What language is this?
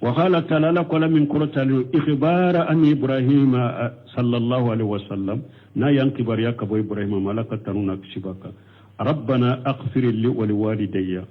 Bambara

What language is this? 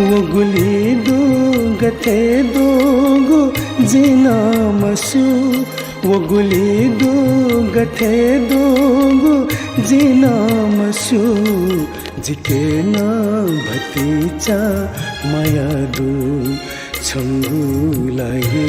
Newari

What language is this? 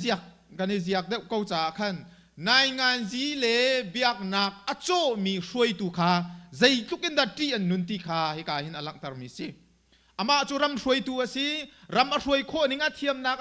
Hakha Chin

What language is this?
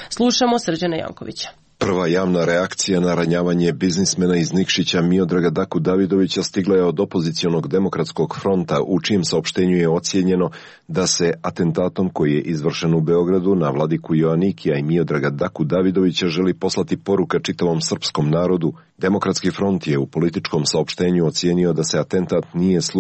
Serbian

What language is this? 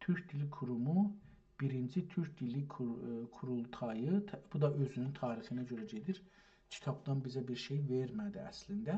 South Azerbaijani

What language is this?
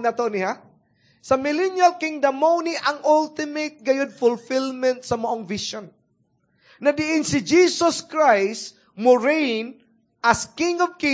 Cebuano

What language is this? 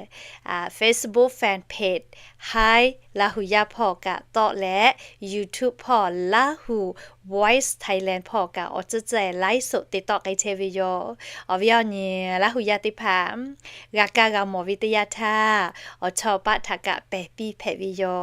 Lahu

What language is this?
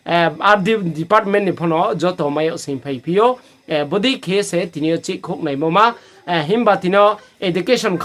Riang (India)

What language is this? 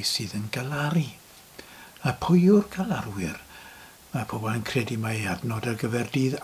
Welsh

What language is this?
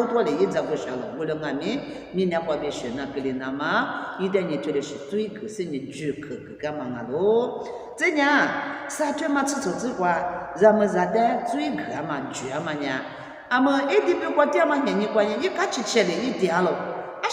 Lisu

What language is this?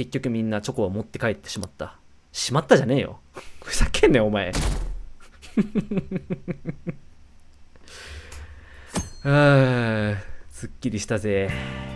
Japanese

